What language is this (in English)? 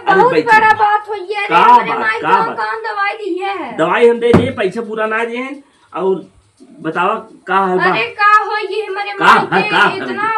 Awadhi